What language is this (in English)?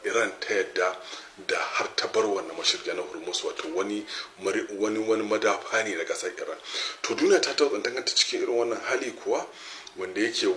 Hausa